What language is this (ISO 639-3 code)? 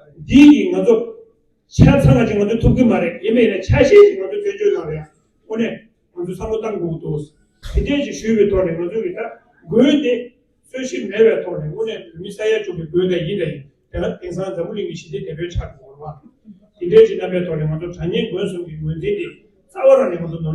bod